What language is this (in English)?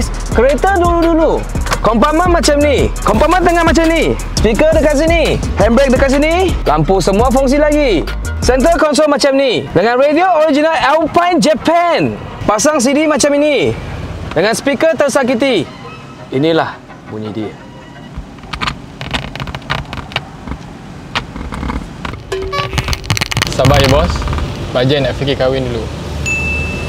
Malay